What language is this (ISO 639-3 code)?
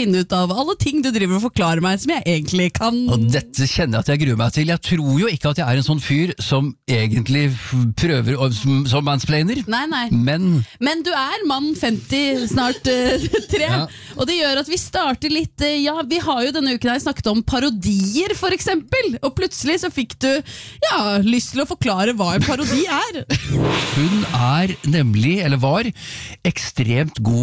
nor